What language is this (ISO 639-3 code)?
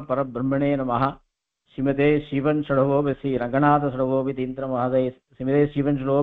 san